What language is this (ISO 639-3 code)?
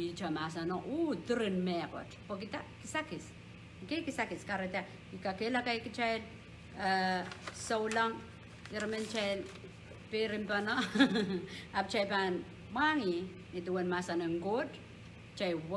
pon